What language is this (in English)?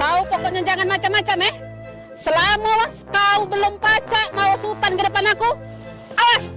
Musi